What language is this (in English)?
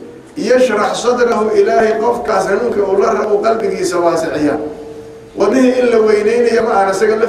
Somali